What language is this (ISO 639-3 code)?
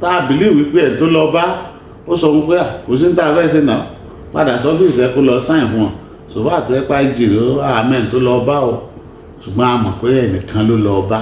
yor